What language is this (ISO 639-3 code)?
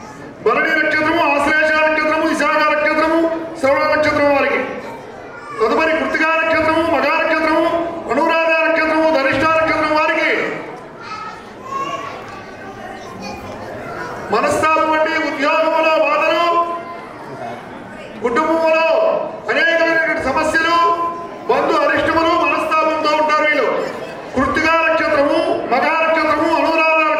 tel